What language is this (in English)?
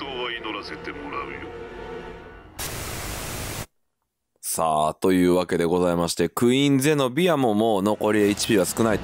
Japanese